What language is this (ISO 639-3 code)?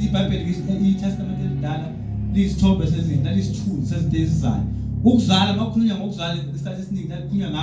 zul